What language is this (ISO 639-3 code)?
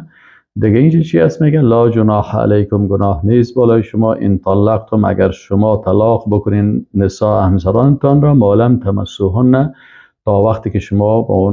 fas